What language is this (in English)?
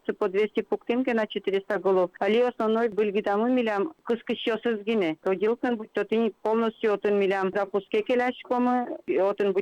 Udmurt